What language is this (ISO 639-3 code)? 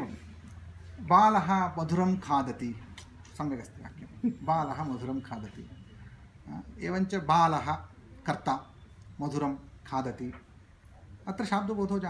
san